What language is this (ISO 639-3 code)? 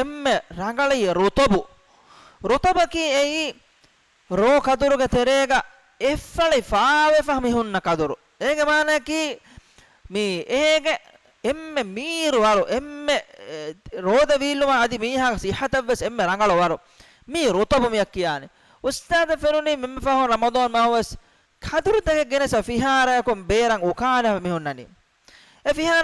div